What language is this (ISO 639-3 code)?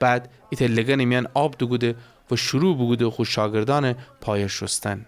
glk